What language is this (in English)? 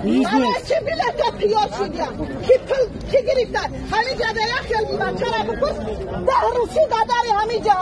Tajik